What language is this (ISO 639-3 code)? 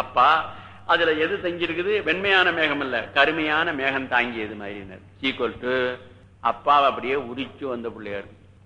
tam